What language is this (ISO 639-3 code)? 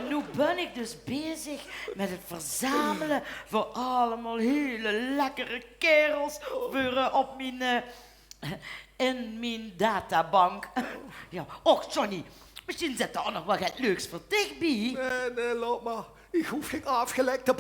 lim